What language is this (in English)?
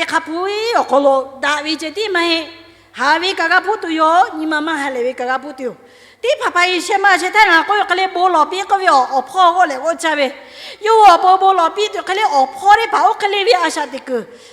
Lahu